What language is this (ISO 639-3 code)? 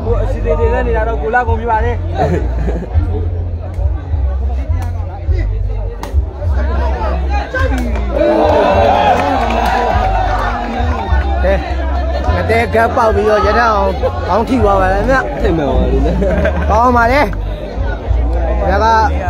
mya